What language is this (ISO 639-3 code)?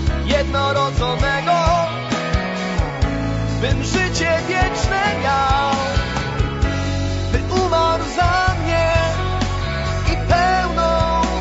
pol